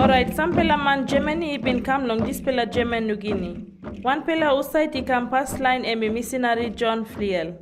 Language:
Tok Pisin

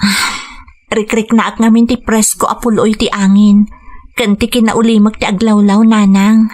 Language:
Iloko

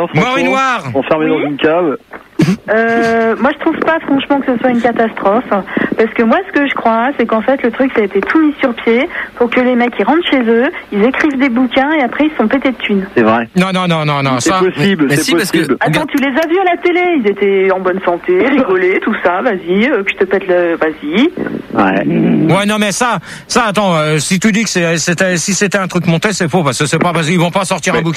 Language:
French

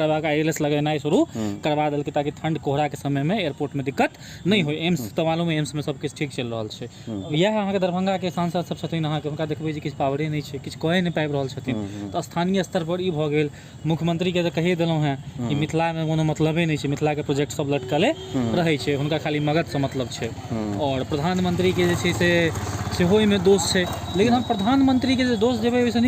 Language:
Maithili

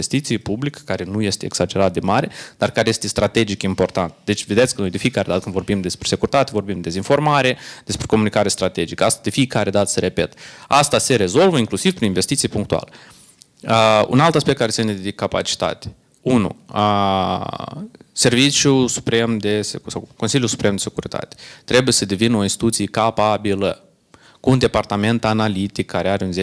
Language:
Romanian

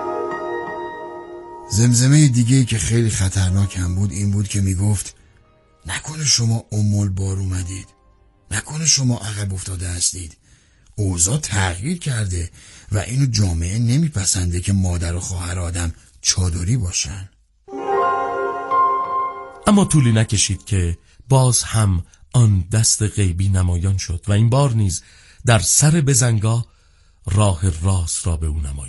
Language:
Persian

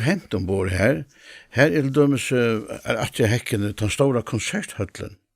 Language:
Faroese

